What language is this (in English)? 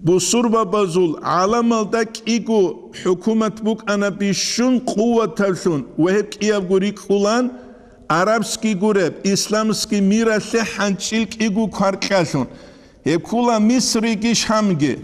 Avaric